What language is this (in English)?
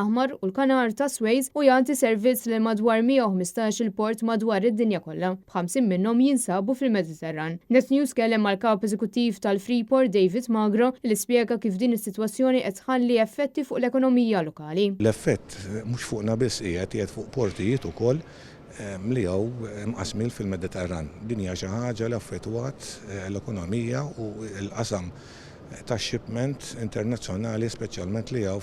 Maltese